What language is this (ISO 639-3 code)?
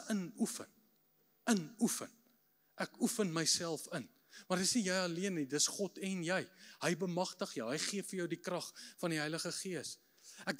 afr